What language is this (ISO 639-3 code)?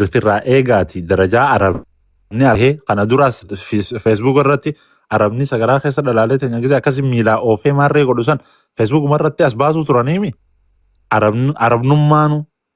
orm